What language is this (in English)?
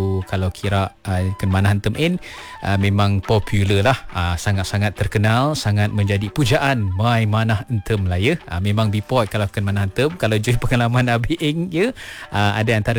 Malay